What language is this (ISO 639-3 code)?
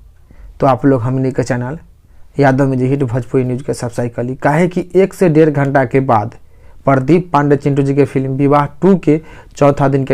bho